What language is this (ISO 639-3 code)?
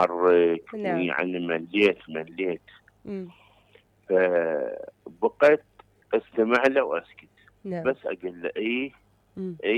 acm